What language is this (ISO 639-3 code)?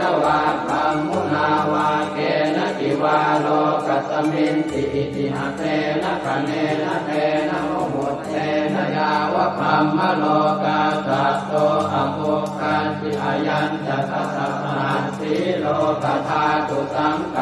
pli